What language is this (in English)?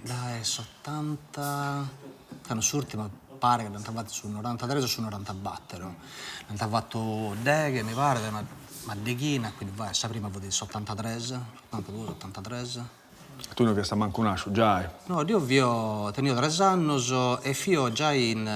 Sardinian